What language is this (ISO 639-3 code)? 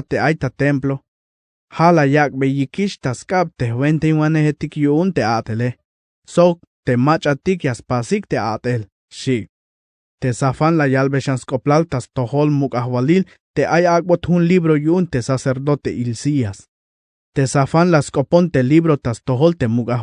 tzh